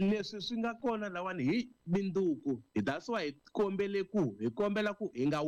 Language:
Tsonga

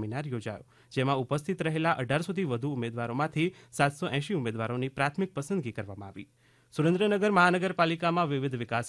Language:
Gujarati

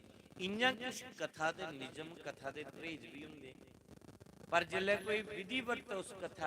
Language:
Dogri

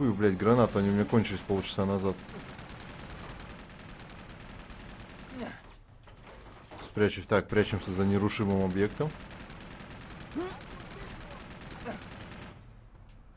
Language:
Russian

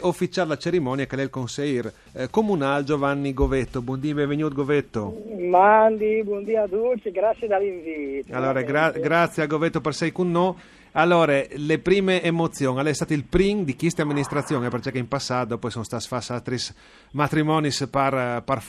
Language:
Friulian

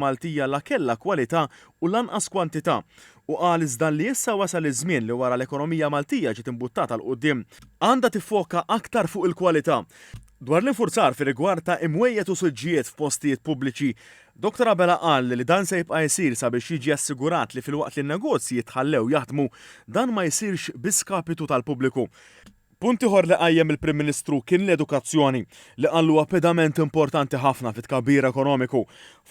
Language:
Maltese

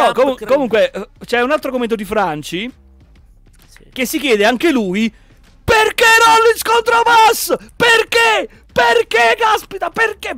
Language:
Italian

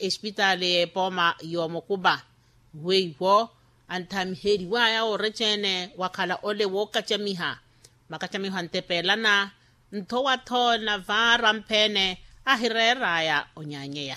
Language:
Makhuwa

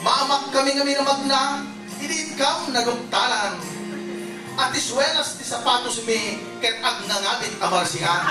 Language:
Iloko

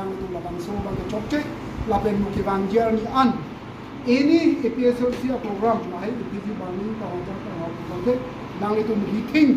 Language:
Karbi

